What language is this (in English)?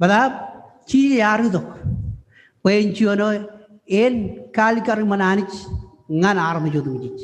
Marshallese